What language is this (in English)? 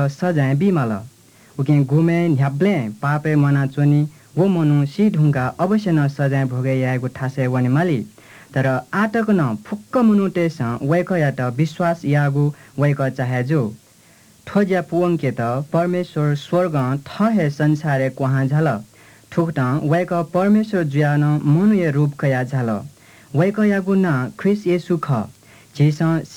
Newari